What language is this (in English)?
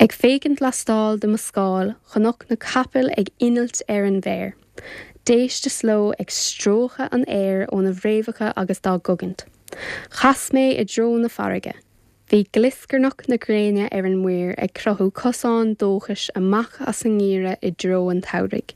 Irish